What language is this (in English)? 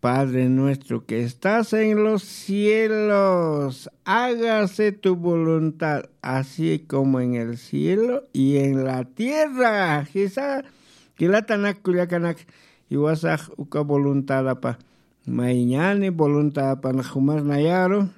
Aymara